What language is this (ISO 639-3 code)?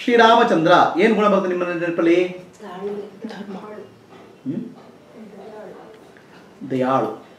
kan